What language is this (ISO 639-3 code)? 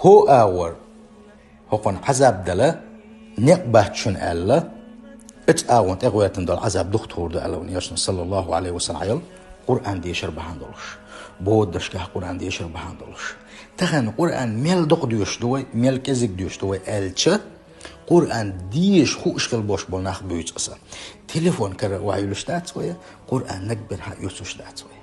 che